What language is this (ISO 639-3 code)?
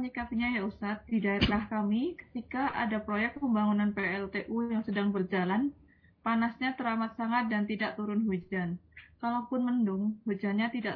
ind